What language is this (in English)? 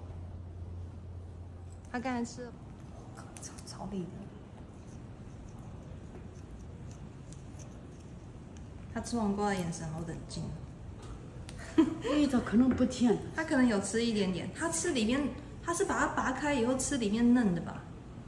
Chinese